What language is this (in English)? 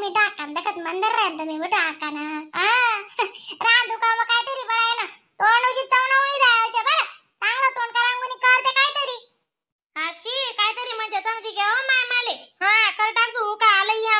Khandesi